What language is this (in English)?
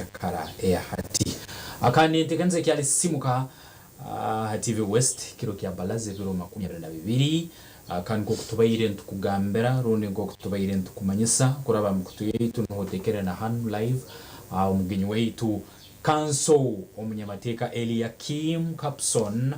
Nyankole